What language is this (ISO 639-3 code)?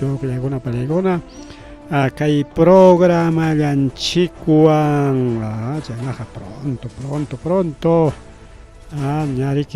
quy